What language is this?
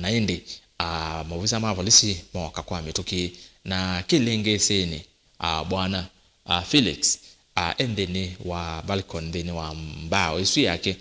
Kamba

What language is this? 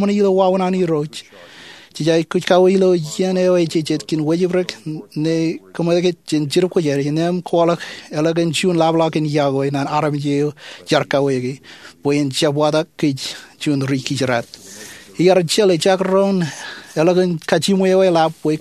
Marshallese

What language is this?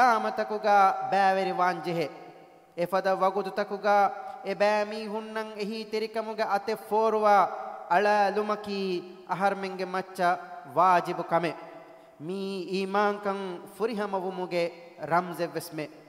Divehi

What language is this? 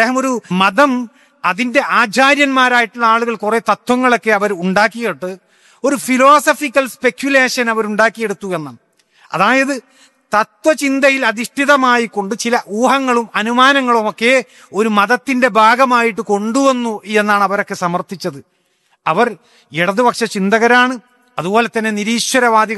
Malayalam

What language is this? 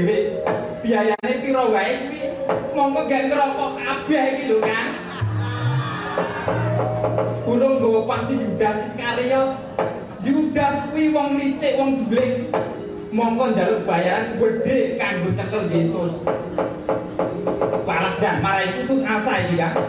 Javanese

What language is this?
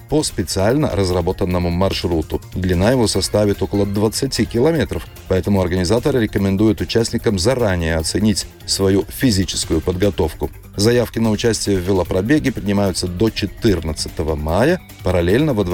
Russian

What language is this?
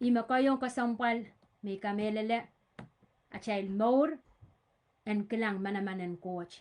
Pohnpeian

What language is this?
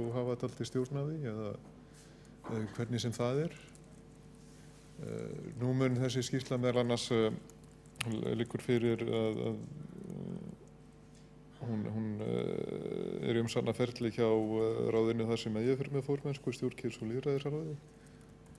Icelandic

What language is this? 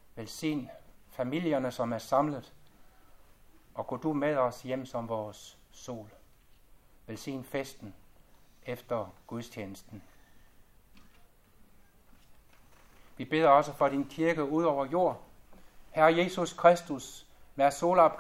Danish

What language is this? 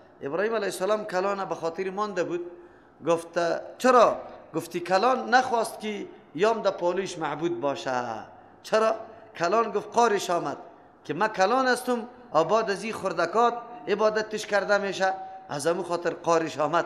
Persian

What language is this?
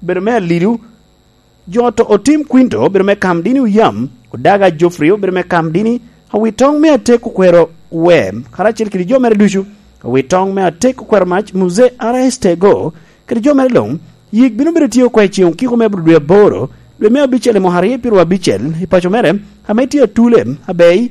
Lango (Uganda)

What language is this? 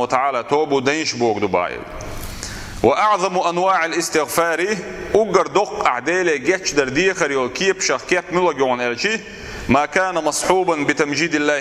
Chechen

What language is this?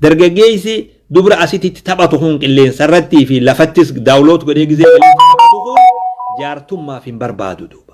Oromo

